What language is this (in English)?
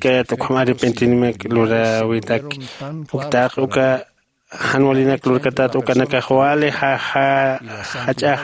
Aymara